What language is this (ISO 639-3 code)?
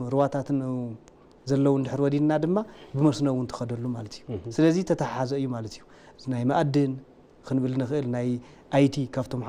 tir